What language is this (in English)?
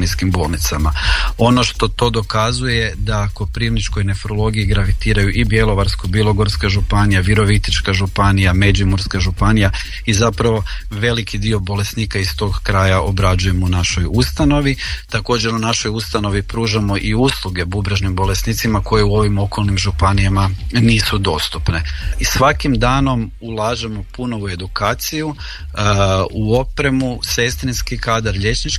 Croatian